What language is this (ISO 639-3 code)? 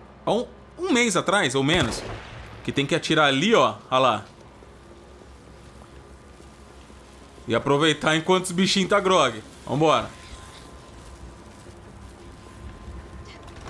por